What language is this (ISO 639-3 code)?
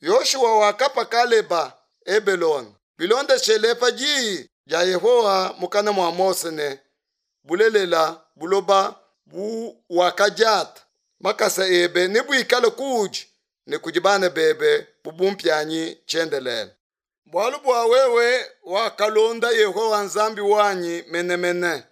lua